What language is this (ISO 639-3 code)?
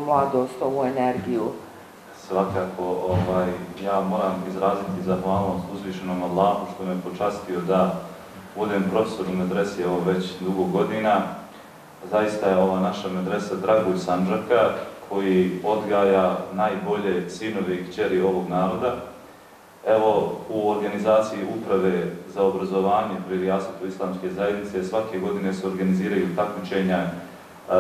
bos